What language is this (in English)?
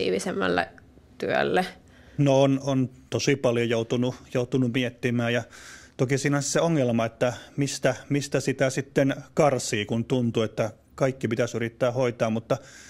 Finnish